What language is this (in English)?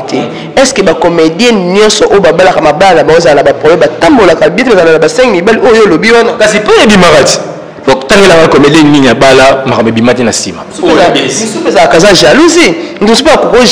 Lingala